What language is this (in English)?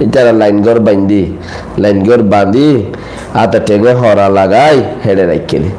Rohingya